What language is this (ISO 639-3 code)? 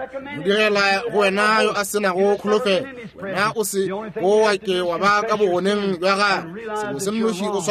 nso